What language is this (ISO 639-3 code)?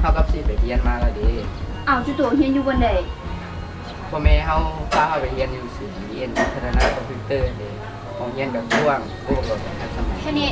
lao